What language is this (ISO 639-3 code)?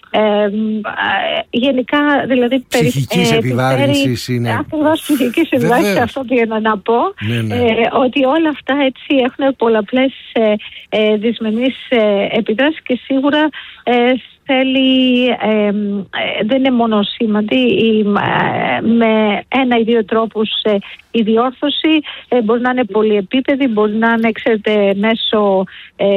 ell